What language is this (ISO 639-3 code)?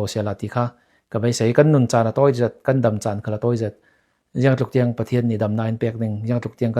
cfm